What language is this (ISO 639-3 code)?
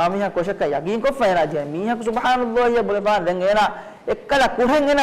div